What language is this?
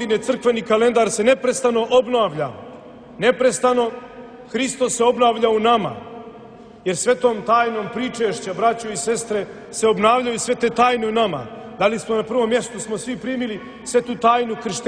Serbian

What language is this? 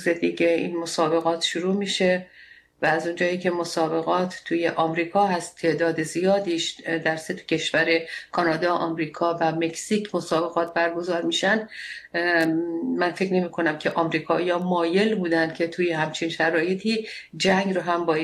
Persian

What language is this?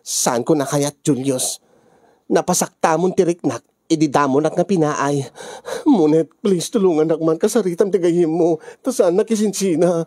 Iloko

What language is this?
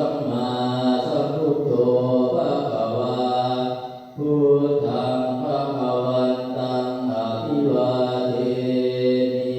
Pali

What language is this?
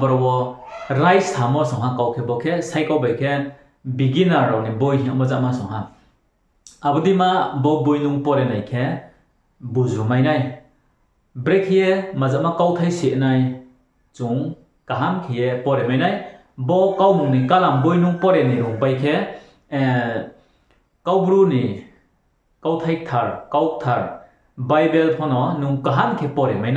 Riang (India)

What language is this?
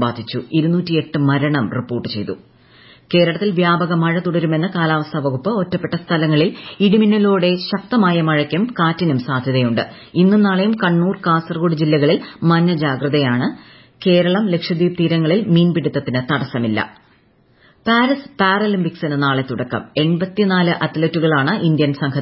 Malayalam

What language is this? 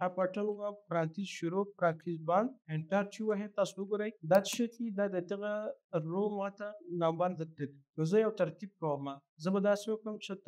Pashto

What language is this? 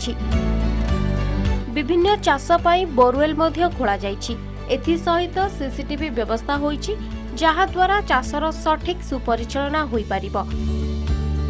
Odia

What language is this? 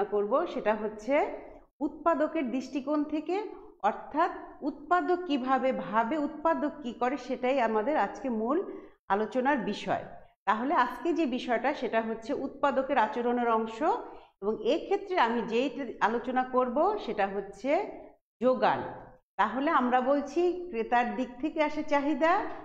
Bangla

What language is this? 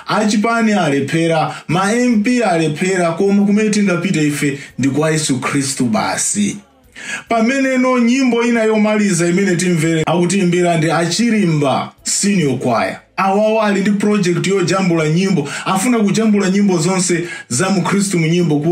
Nyanja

